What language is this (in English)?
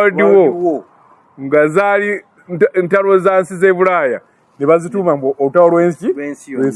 Ganda